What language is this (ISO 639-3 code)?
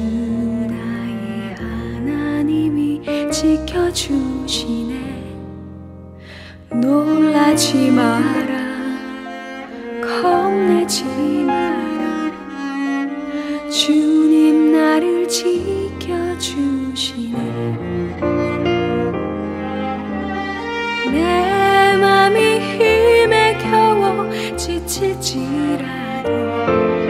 kor